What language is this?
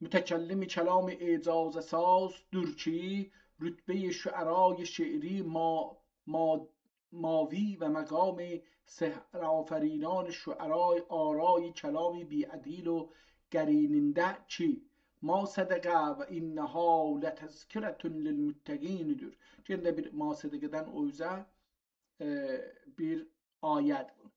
South Azerbaijani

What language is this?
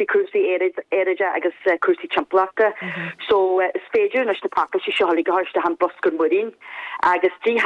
Irish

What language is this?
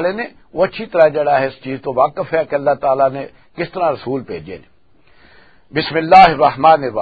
Western Panjabi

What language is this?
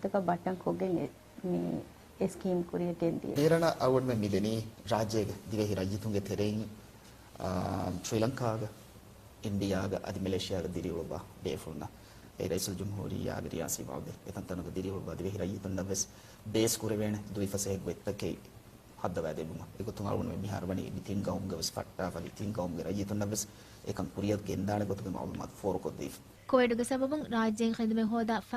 Divehi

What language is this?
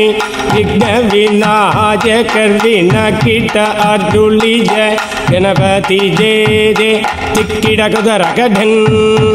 Tamil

